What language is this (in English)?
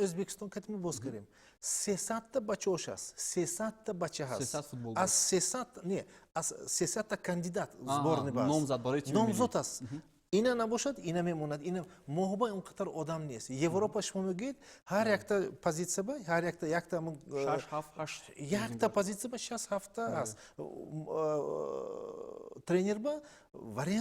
Tajik